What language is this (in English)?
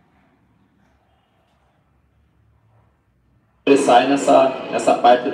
Portuguese